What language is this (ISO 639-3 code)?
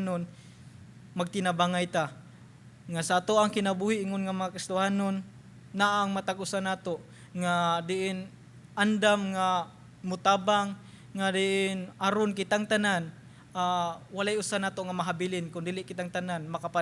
ceb